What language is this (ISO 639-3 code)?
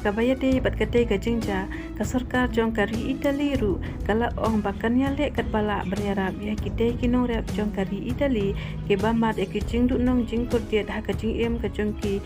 kha